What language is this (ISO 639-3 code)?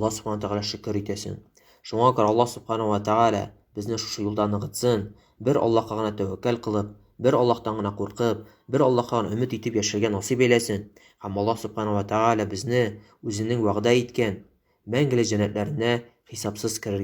tat